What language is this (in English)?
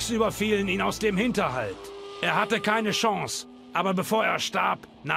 Bavarian